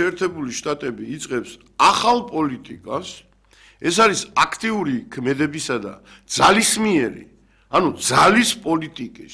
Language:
Georgian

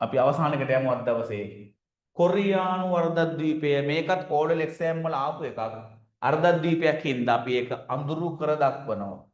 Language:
Sinhala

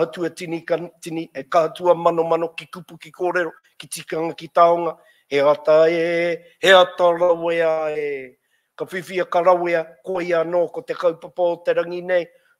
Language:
Māori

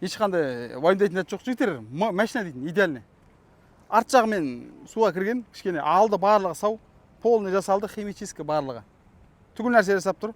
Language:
Kazakh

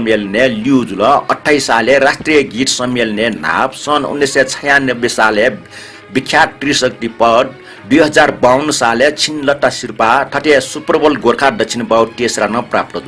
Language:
Newari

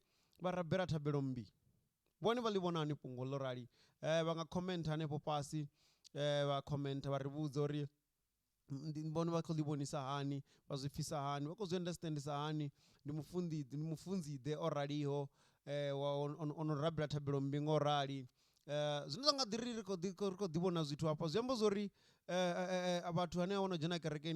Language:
Venda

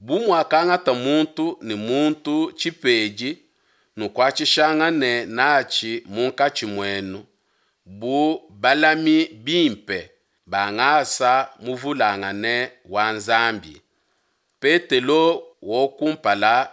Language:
Luba-Lulua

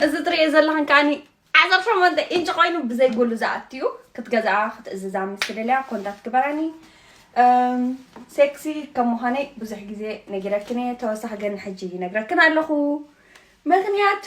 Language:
Tigrinya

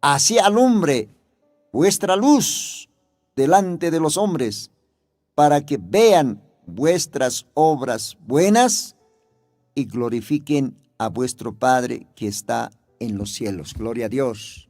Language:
Aymara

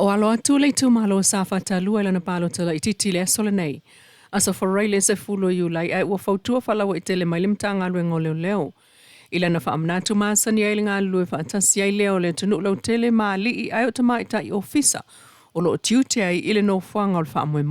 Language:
Samoan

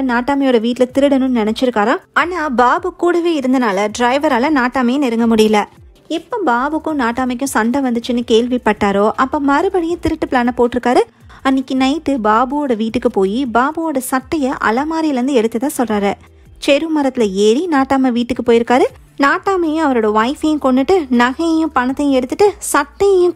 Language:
Tamil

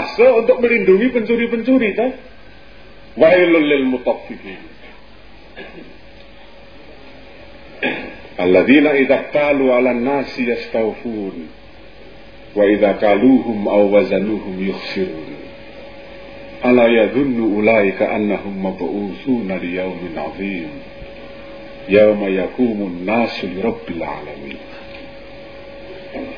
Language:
Indonesian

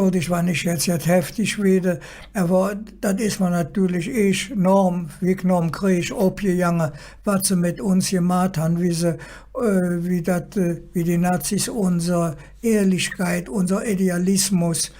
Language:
Colognian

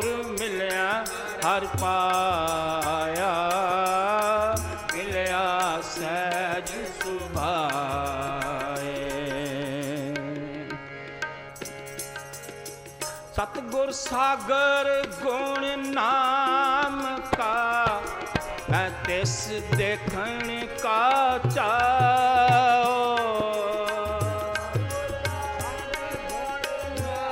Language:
Punjabi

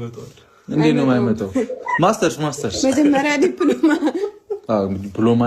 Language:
Amharic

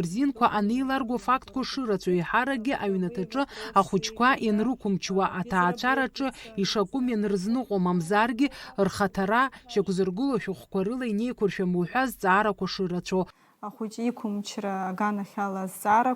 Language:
Abkhazian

